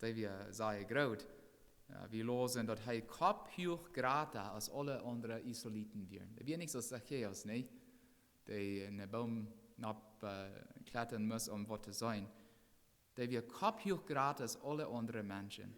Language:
Plautdietsch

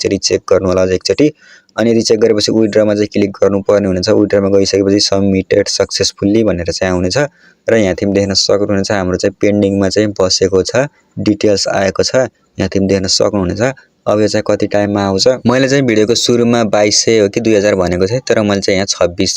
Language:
Nepali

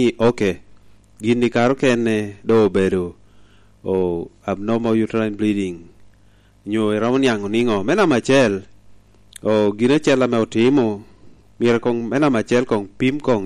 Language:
Lango (Uganda)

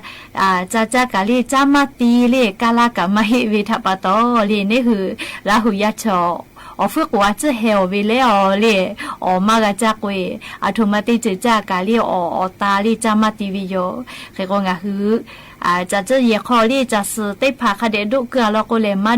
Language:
Lahu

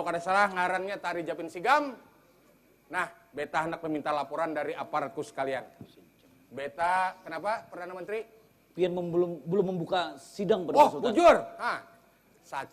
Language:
Banjar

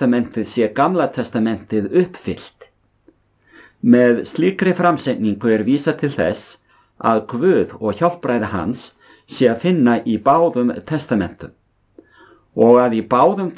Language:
Icelandic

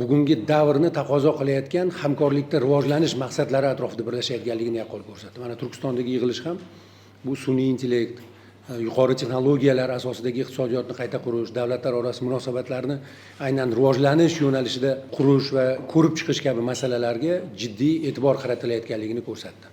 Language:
Uzbek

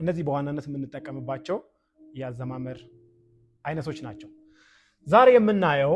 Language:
Amharic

